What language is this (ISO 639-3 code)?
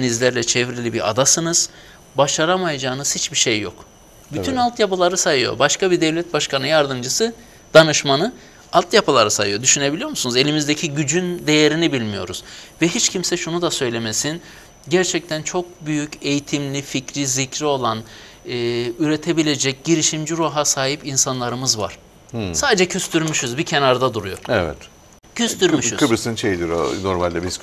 tur